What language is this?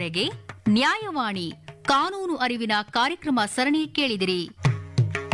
Kannada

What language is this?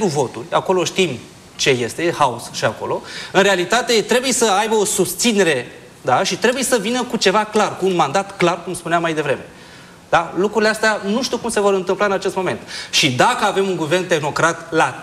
Romanian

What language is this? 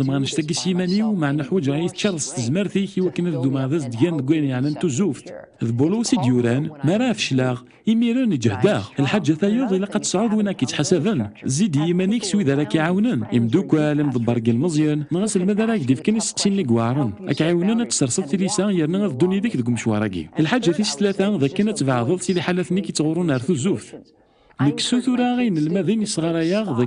Kabyle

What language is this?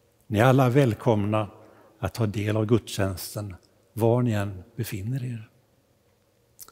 Swedish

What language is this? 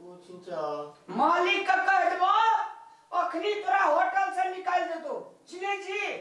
Maithili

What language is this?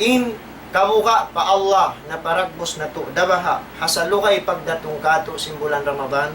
Tausug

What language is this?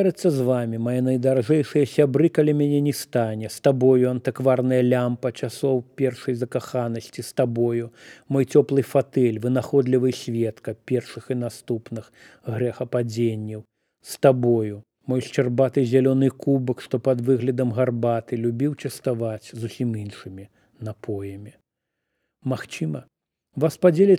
Belarusian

